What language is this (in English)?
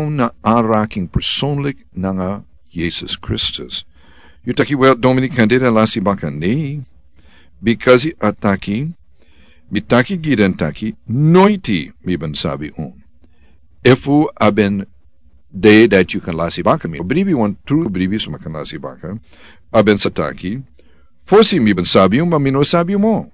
Sranan Tongo